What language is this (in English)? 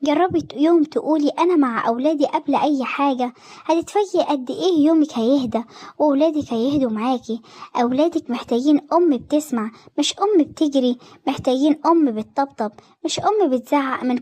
Egyptian Arabic